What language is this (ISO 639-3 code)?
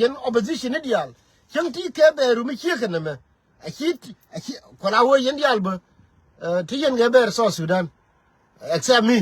nus